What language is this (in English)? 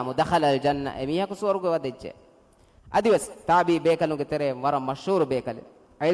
Divehi